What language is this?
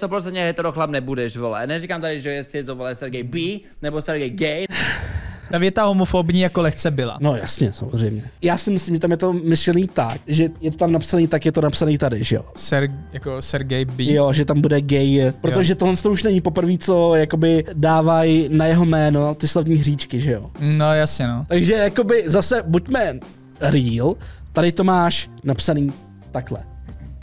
Czech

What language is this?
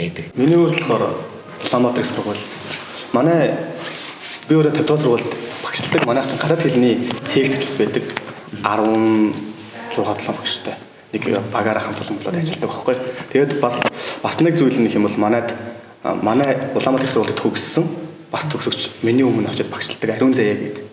Mongolian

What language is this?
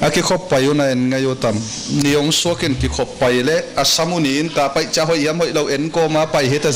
Tedim Chin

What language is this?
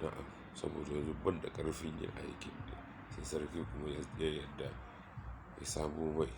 Hausa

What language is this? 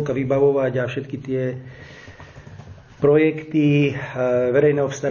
Slovak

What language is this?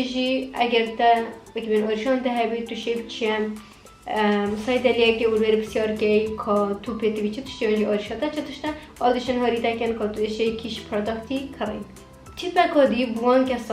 Kurdish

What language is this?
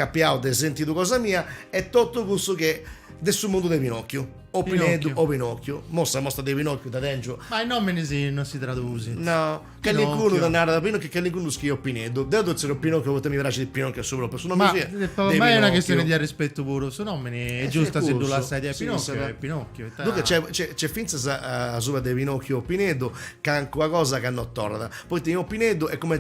Sardinian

